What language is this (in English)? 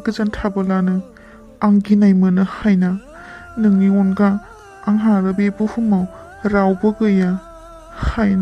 Bodo